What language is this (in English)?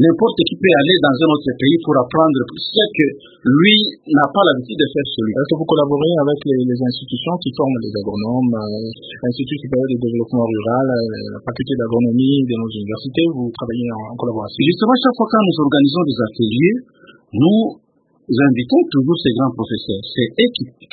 French